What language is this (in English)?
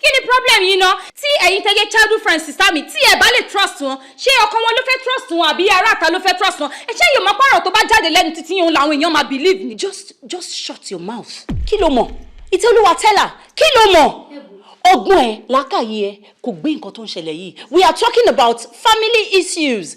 Yoruba